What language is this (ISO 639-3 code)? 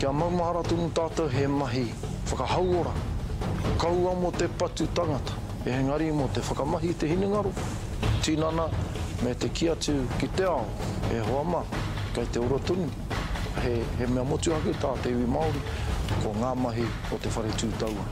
mri